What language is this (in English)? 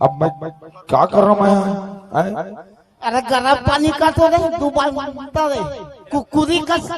Chhattisgarhi